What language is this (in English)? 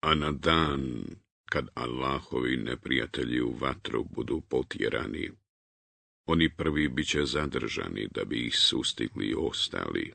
Bosnian